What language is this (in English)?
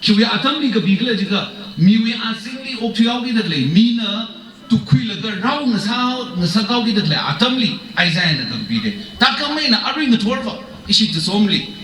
Tangkhul Naga (India)